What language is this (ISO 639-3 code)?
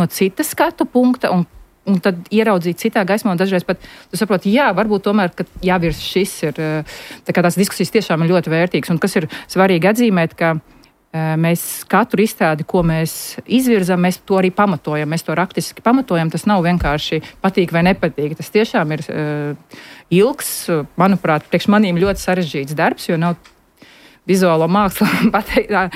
lav